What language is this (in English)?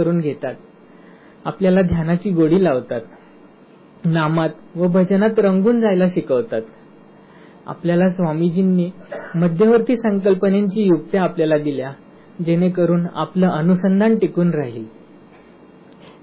Marathi